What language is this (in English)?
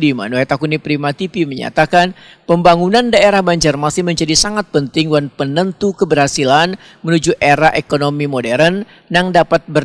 Banjar